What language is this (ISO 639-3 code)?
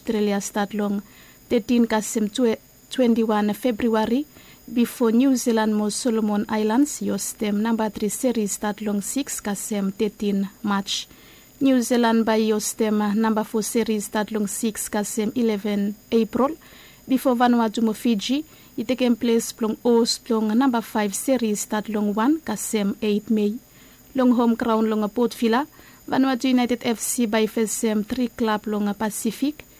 bis